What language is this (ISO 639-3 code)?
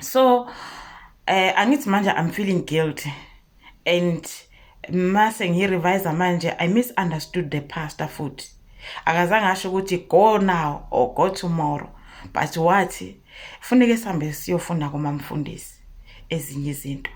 zul